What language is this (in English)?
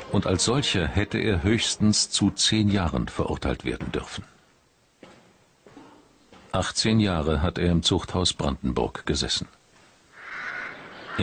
German